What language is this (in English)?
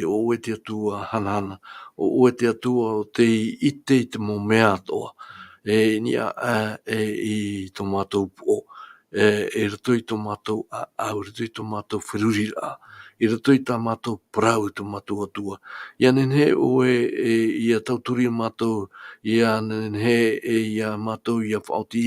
Tahitian